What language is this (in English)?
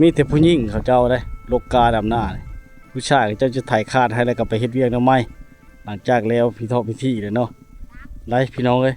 Lao